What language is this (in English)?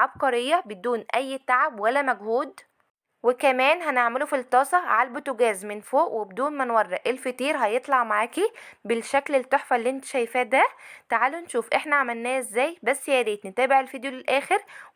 Egyptian Arabic